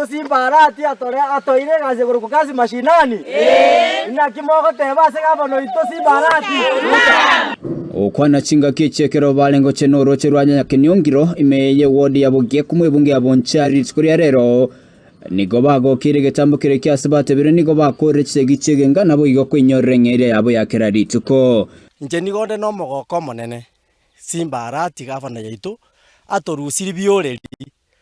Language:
Gusii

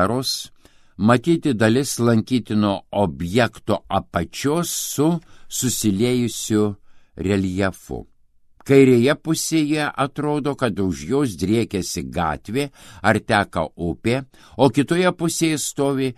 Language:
Lithuanian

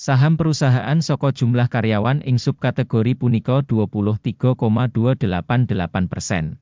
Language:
Javanese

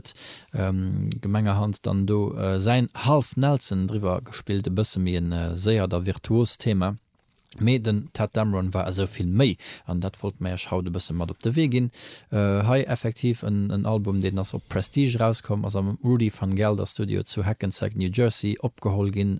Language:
Luxembourgish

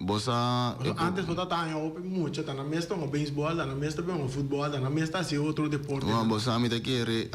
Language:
Papiamento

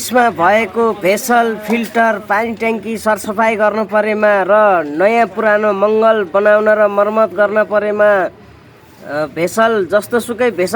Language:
Nepali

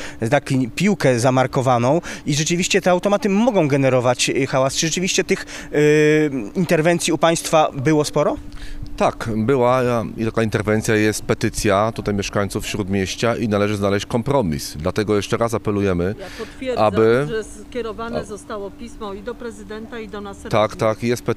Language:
Polish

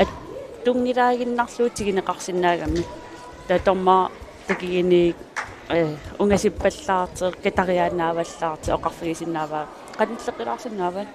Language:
Kalaallisut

